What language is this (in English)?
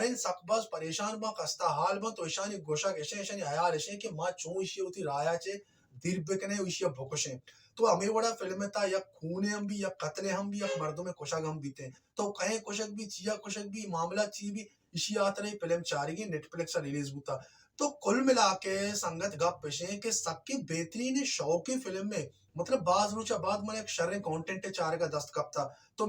Baluchi